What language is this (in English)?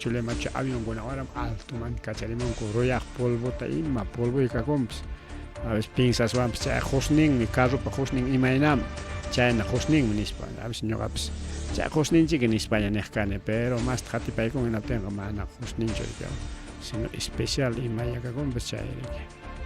Ayacucho Quechua